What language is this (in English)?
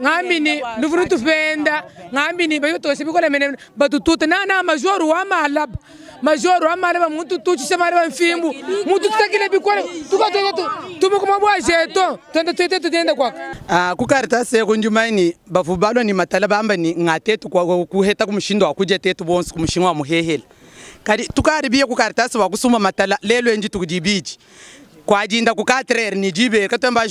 Luba-Lulua